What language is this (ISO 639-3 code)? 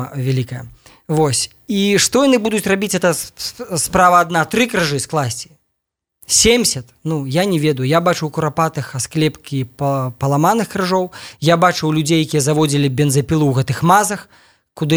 bel